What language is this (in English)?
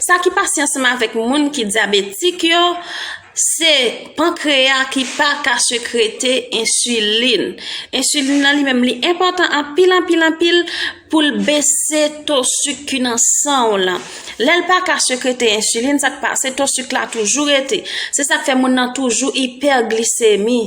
Haitian Creole